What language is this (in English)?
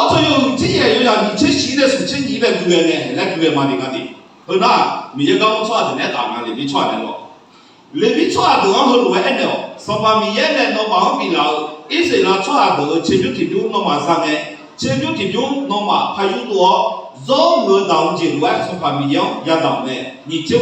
Akha